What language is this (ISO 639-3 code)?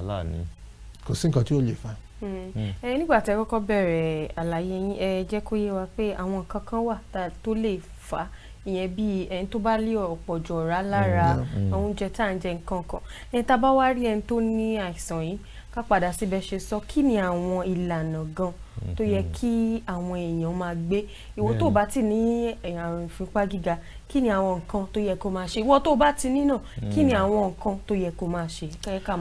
yor